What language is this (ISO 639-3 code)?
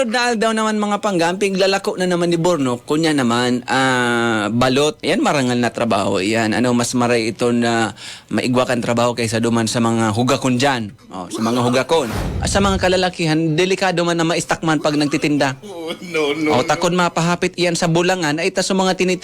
bik